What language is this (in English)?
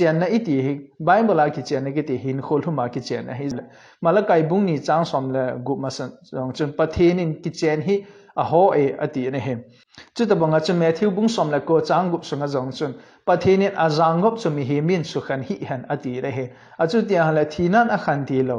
Thado Chin